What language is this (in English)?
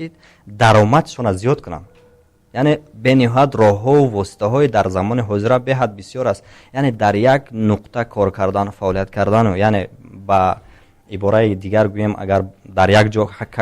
Tajik